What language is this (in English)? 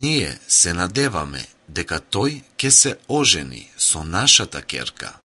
Macedonian